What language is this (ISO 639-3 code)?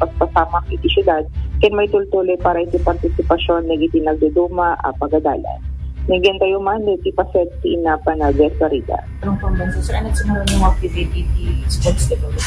ilo